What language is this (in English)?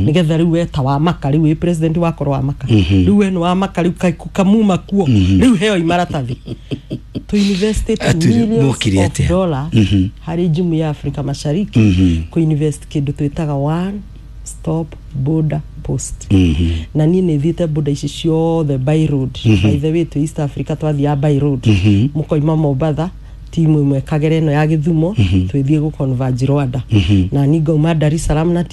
Kikuyu